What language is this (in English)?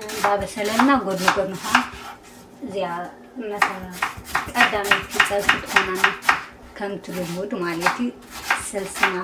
Tigrinya